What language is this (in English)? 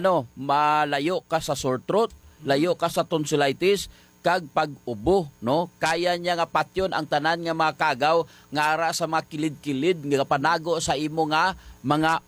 Hiligaynon